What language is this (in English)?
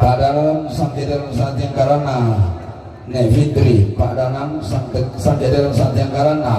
Toraja-Sa'dan